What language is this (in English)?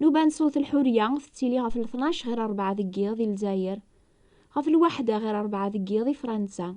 Kabyle